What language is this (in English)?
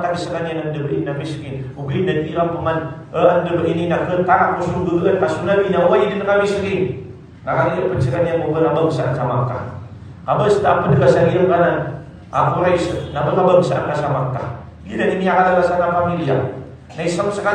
Maranao